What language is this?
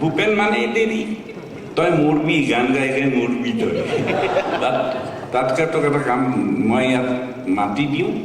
Assamese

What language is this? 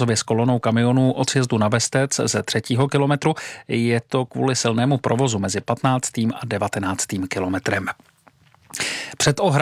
Czech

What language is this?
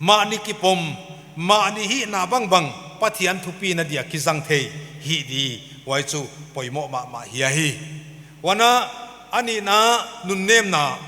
Paite Chin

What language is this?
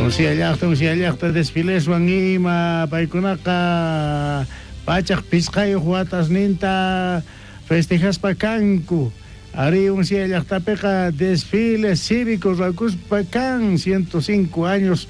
South Bolivian Quechua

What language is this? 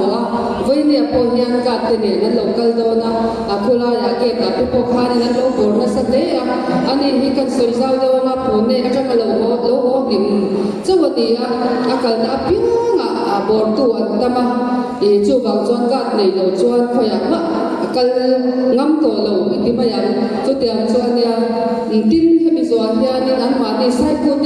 Mizo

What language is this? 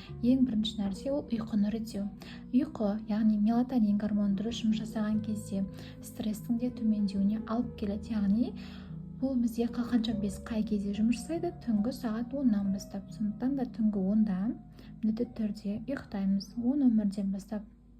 Kazakh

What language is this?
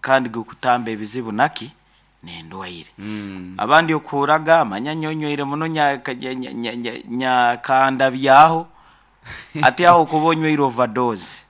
Nyankole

